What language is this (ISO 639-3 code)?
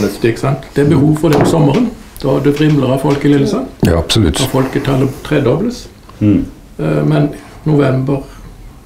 nor